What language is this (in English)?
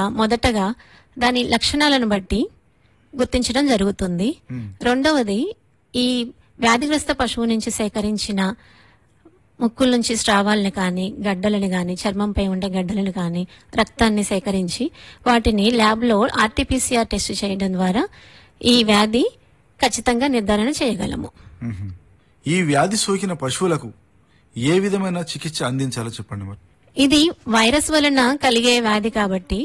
Telugu